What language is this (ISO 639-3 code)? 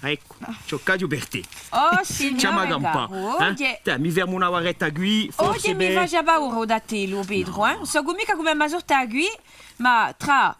cos